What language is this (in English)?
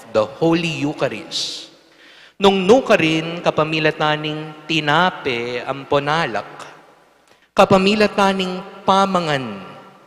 Pampanga